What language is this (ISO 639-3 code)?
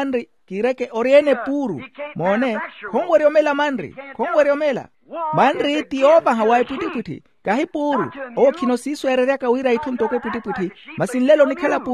vmw